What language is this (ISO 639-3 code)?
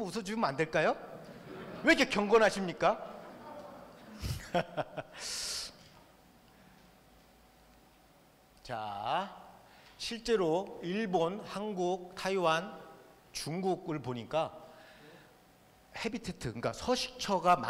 kor